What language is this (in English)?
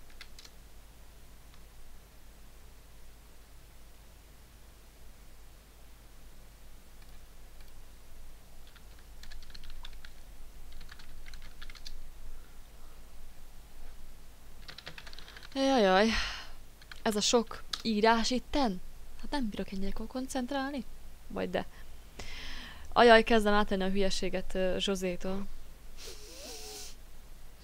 Hungarian